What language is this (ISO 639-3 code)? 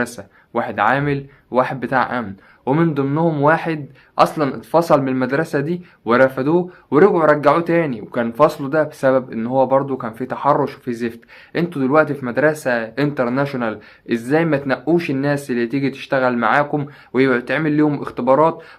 arz